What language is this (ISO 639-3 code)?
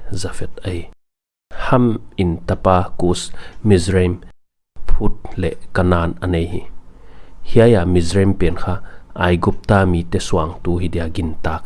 pck